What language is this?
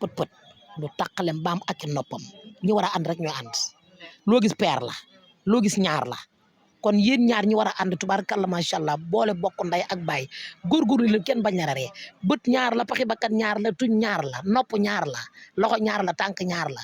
Wolof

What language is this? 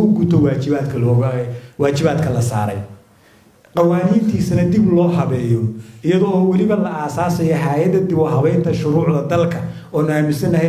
Somali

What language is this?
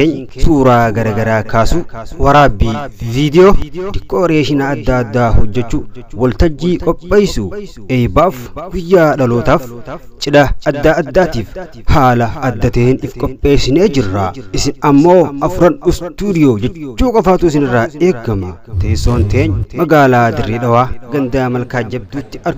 Oromo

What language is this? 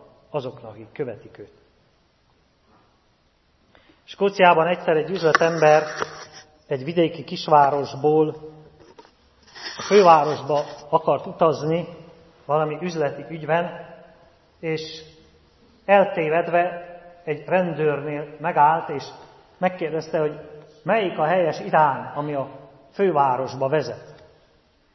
Hungarian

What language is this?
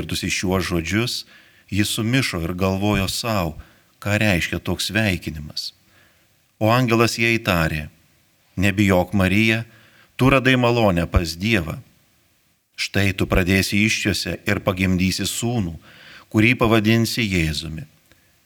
Lithuanian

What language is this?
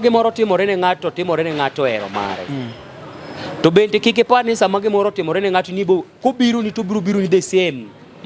Luo (Kenya and Tanzania)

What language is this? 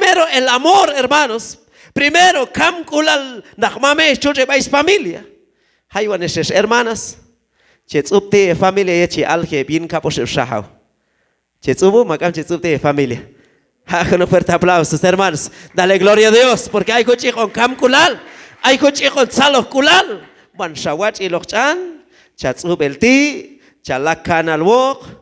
Q'anjob'al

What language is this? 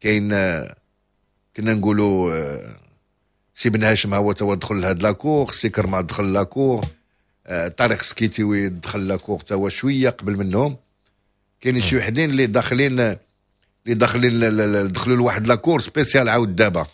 Moroccan Arabic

